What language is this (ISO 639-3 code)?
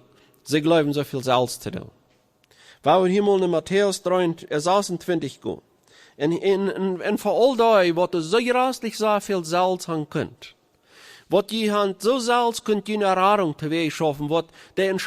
pdt